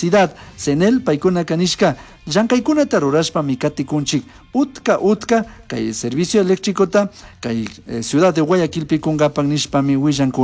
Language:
Chimborazo Highland Quichua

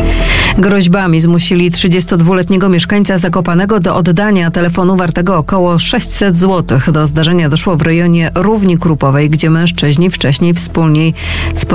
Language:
Polish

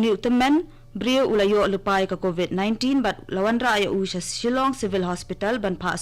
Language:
Khasi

